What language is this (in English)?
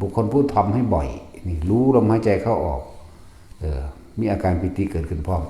Northeastern Thai